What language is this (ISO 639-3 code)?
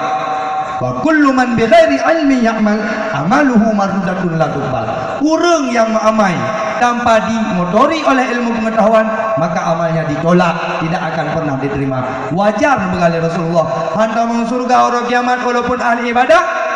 ace